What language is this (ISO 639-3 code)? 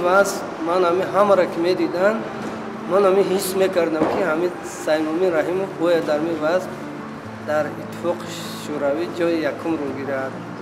tgk